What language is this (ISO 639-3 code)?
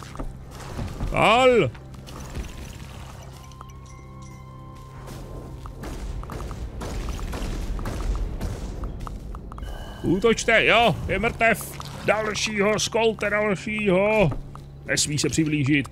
ces